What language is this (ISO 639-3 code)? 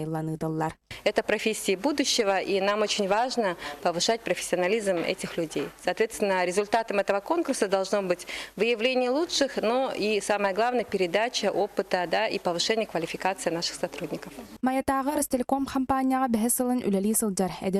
sah